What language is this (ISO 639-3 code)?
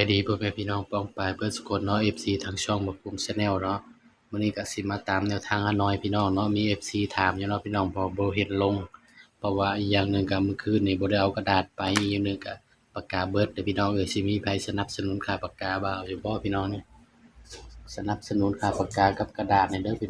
tts